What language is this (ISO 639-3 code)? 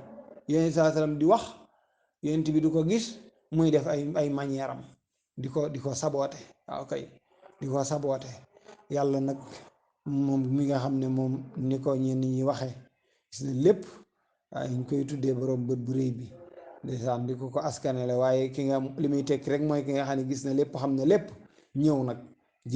wol